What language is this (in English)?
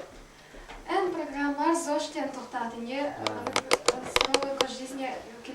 Yakut